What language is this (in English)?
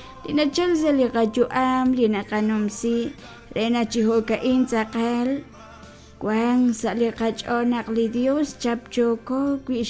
Kekchí